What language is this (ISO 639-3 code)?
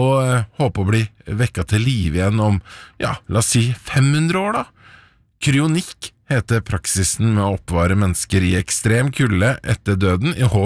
nor